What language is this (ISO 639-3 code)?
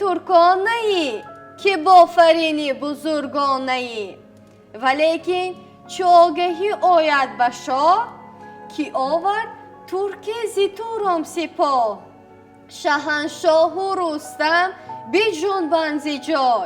tgk